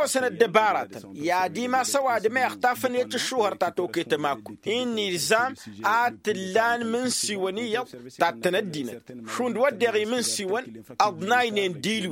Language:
Tamasheq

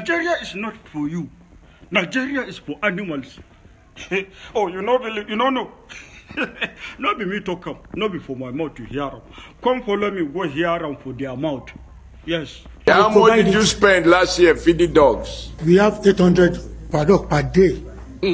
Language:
Nigerian Pidgin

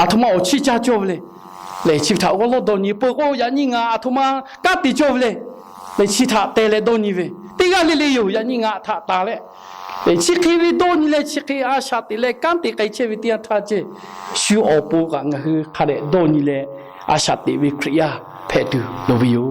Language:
Lahu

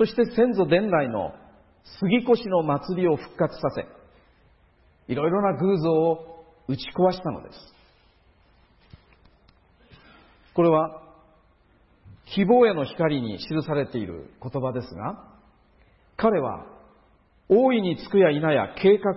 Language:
Japanese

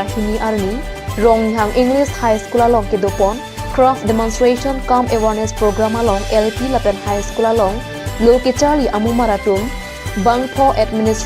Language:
Karbi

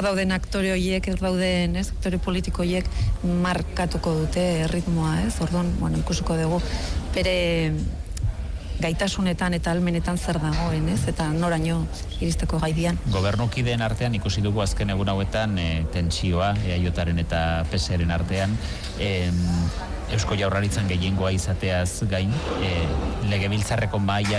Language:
Basque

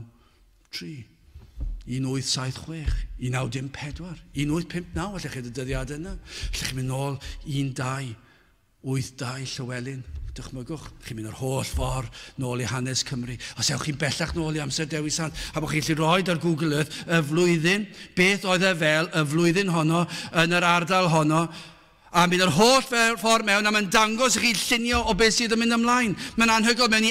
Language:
Welsh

